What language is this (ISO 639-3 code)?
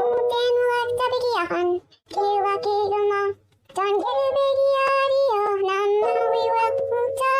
mic